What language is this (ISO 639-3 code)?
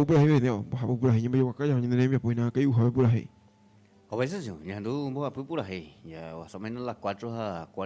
grn